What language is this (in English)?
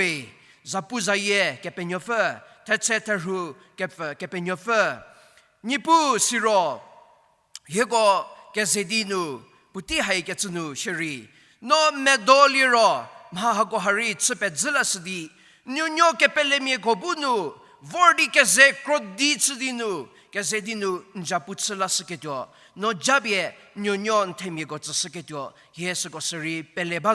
Angami Naga